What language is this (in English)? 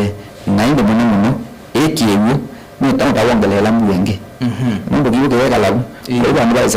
Kamba